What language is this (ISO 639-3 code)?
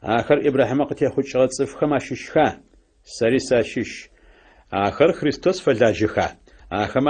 ady